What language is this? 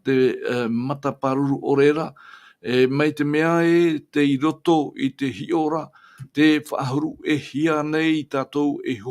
Tahitian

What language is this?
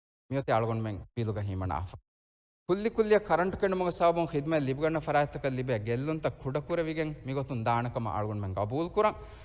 Divehi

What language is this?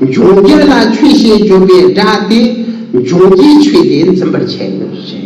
Tibetan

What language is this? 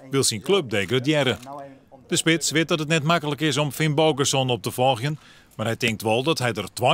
Western Frisian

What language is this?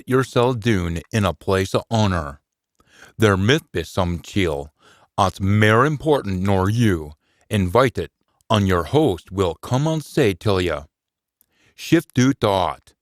Scots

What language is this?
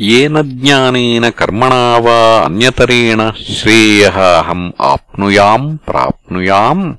Sanskrit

